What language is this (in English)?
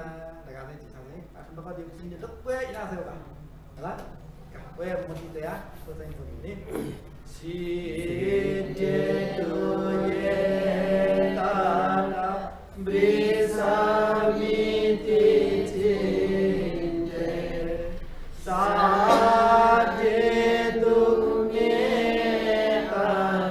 Newari